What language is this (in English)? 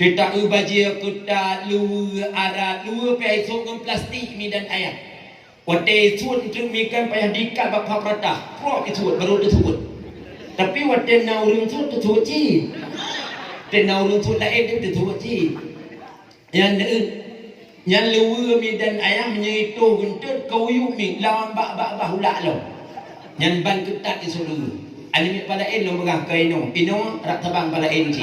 Achinese